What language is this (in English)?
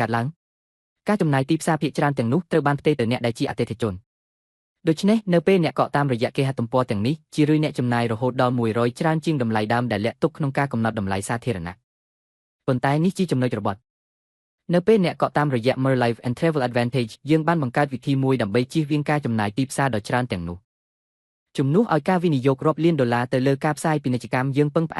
Khmer